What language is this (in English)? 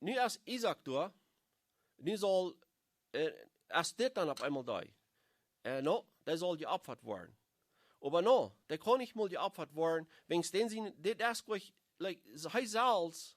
Plautdietsch